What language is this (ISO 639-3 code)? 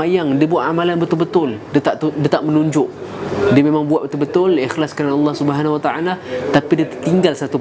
msa